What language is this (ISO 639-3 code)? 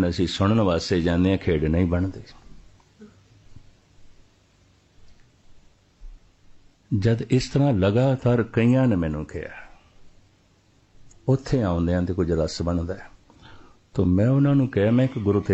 pan